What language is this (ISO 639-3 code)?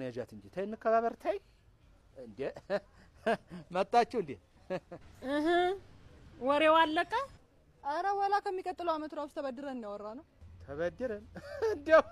amh